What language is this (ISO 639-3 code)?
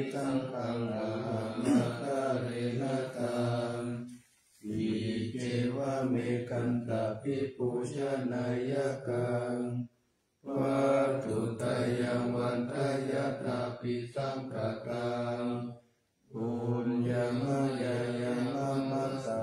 pli